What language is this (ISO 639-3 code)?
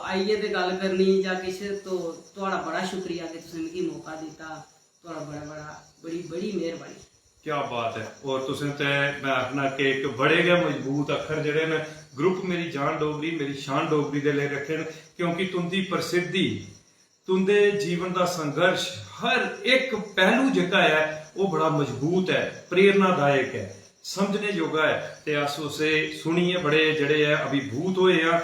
doi